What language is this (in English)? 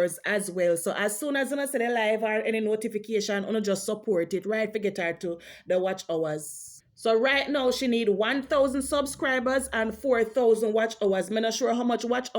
Jamaican Creole English